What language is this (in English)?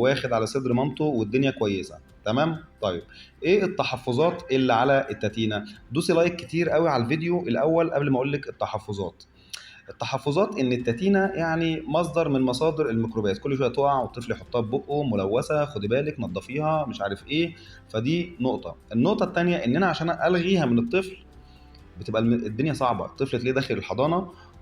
Egyptian Arabic